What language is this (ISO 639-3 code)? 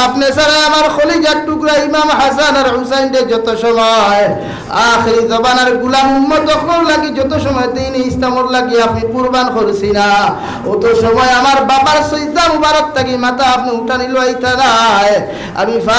syl